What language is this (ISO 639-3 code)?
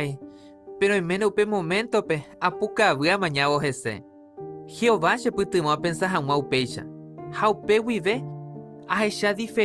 grn